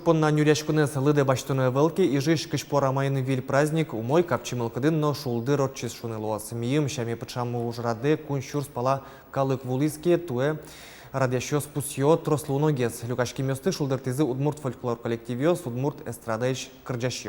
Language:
Udmurt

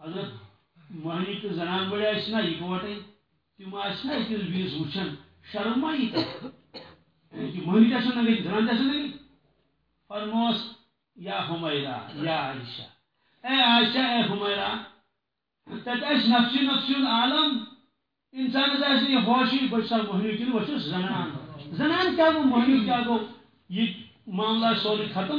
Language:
Kashmiri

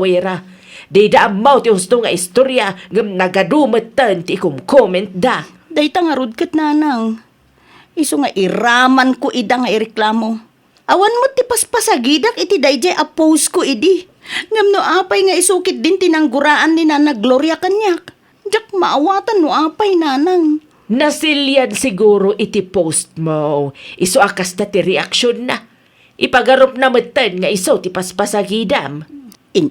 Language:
Iloko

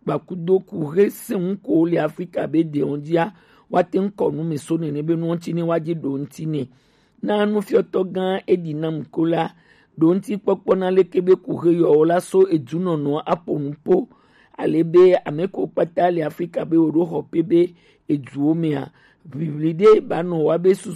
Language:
Gen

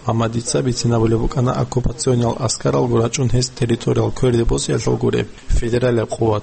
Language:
Avaric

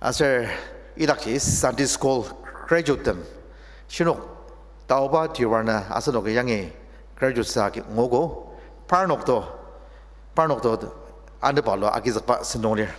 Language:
Ao Naga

